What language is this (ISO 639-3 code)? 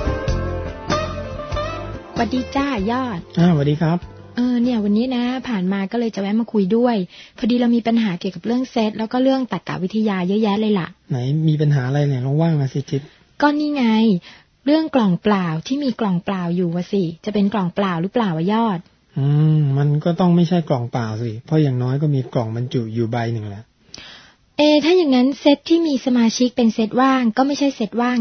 tha